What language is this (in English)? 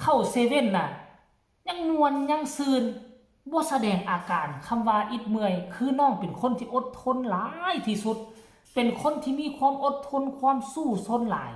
Northeastern Thai